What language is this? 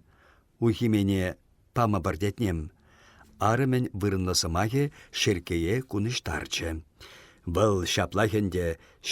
Chuvash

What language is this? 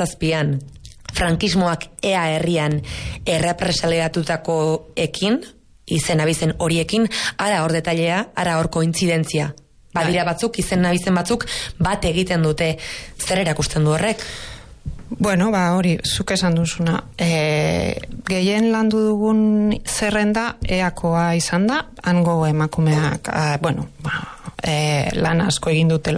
Basque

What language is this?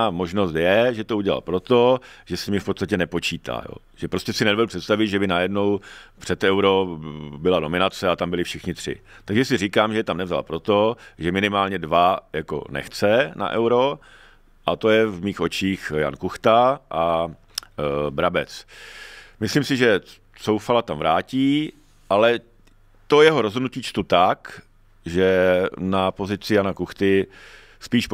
Czech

